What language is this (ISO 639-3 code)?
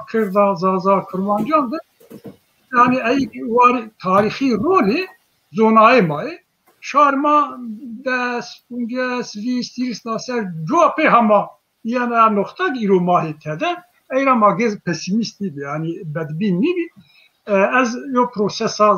zza